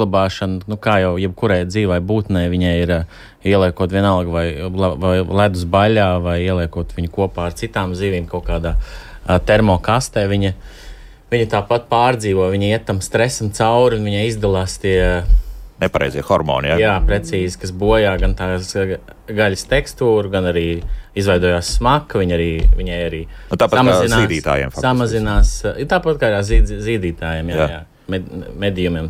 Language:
Latvian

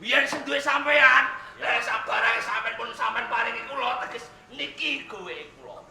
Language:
Javanese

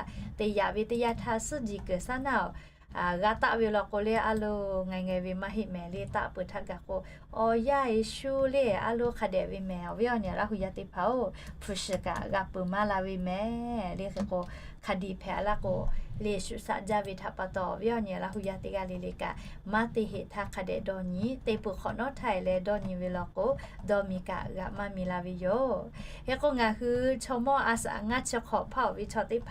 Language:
Lahu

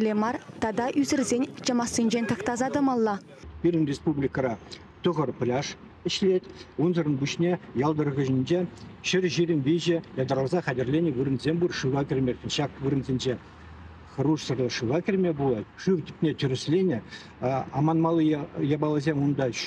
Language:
Chuvash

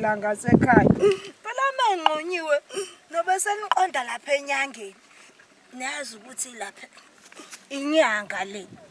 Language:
Zulu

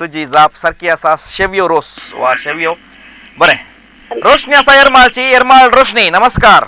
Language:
Konkani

